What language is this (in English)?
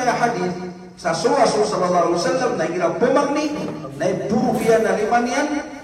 Maranao